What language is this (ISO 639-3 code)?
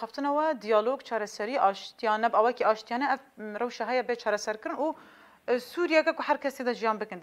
kur